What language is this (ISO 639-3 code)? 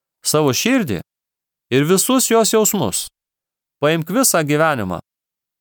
lit